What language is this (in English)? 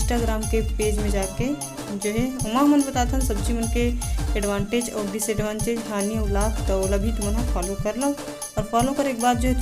Chhattisgarhi